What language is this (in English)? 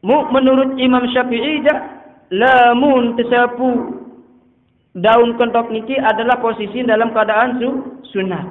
Sasak